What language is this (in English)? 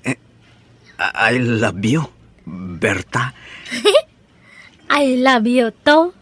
Iloko